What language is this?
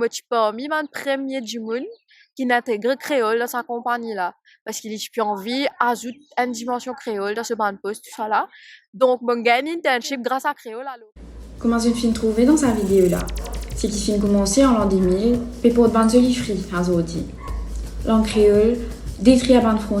Morisyen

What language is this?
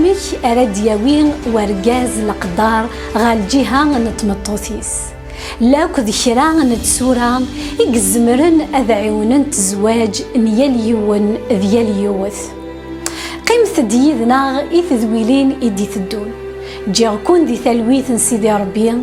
Kabyle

